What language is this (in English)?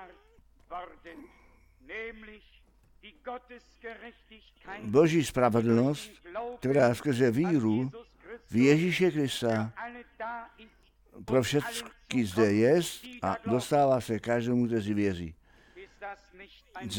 Czech